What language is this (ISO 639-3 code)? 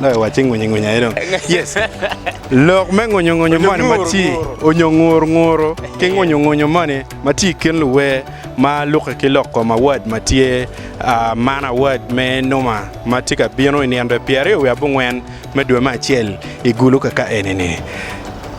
ach